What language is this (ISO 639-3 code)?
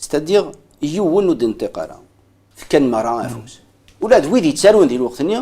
kab